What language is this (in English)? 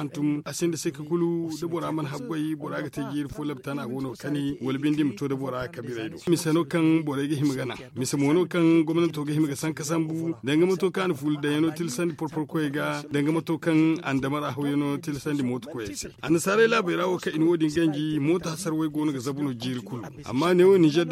Zarma